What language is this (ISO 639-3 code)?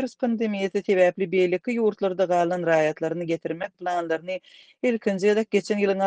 tuk